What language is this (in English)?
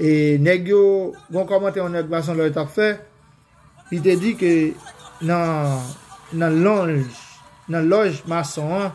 Haitian Creole